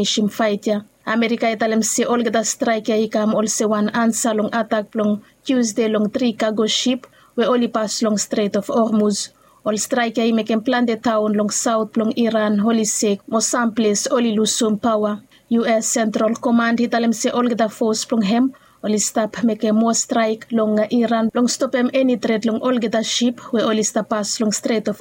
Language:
Bislama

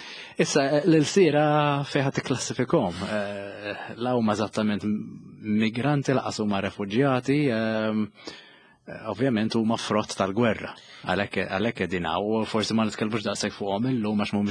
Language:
Maltese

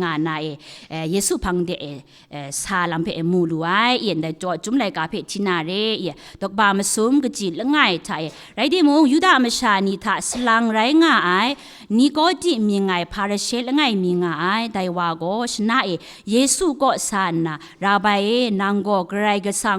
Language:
Kachin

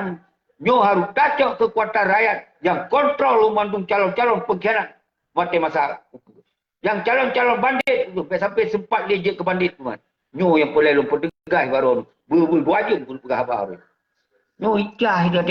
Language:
Achinese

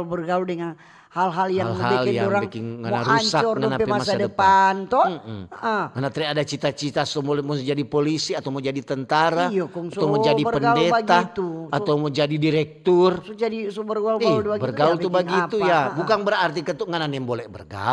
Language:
Manado Malay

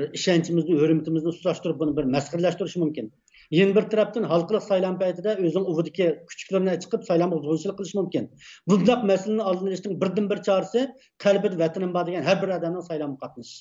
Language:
Uyghur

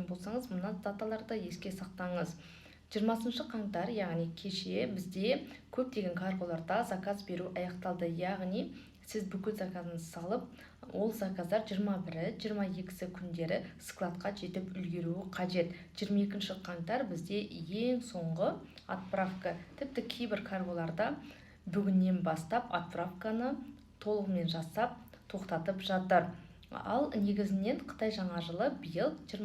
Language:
Kazakh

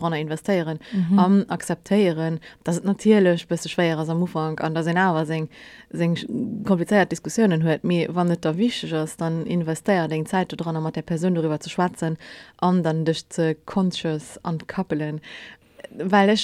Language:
Luxembourgish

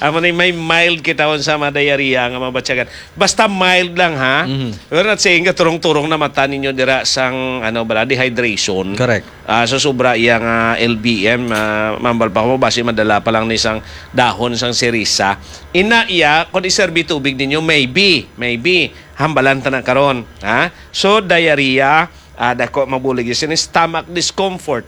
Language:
Hiligaynon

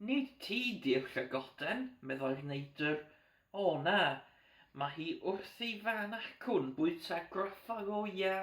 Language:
Welsh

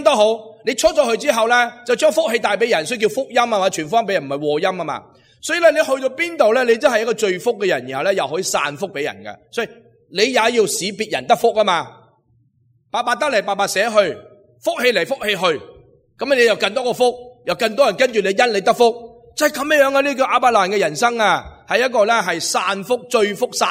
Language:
Cantonese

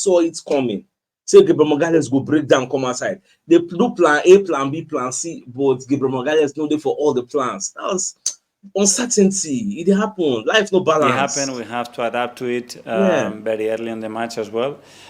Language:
Nigerian Pidgin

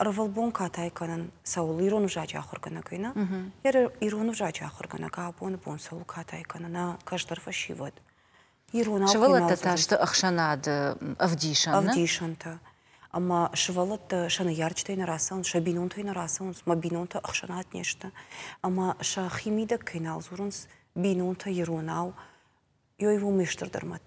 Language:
Ossetic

